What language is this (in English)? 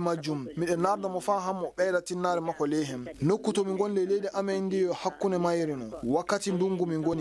Fula